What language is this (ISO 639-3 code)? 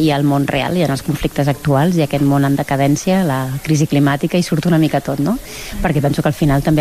cat